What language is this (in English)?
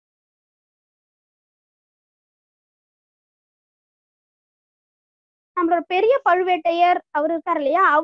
Tamil